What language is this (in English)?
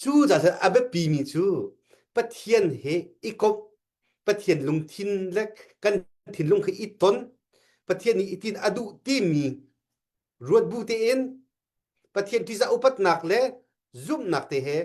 Hakha Chin